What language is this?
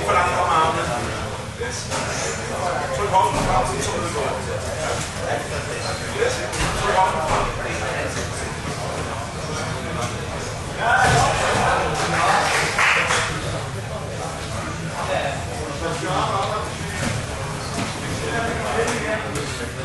Danish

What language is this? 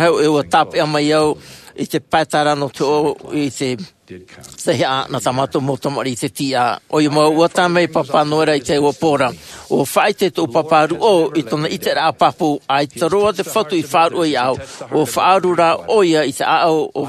Tahitian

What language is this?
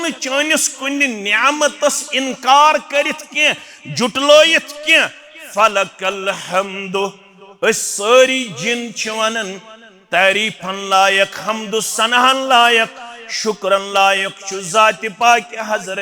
Kashmiri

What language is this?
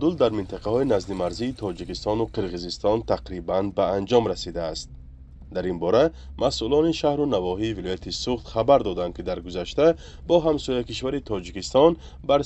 Tajik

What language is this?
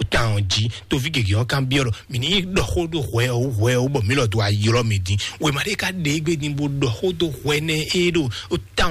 Fon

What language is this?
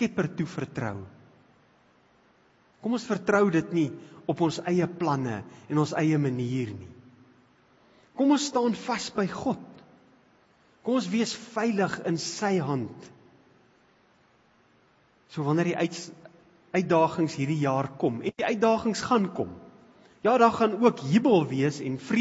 Afrikaans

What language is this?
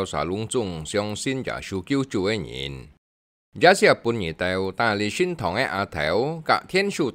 Hakka Chinese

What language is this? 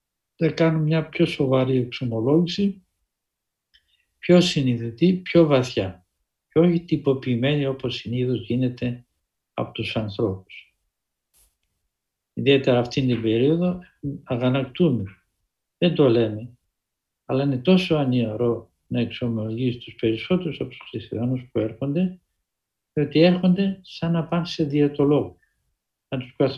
Greek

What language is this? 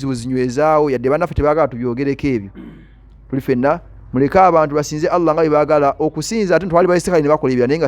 Ganda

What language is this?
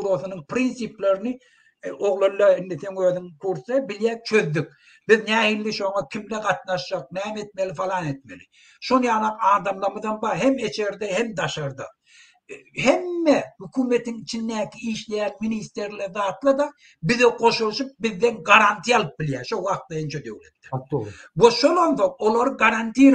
Turkmen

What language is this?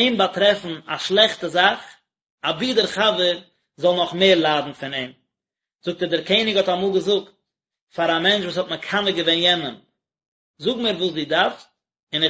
Yiddish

